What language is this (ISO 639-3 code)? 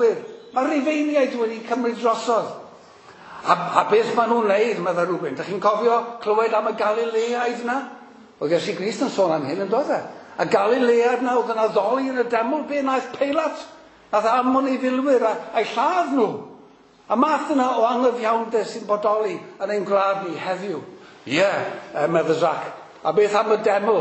cym